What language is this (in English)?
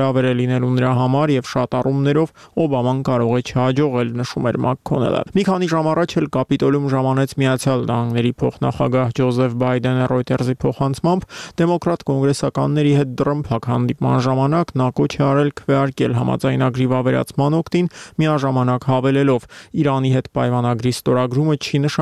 Armenian